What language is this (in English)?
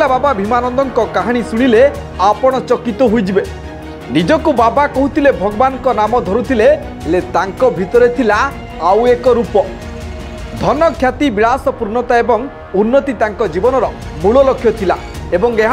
Odia